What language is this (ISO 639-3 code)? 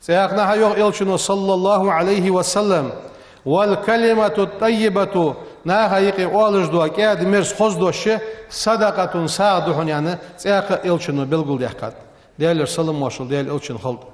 inh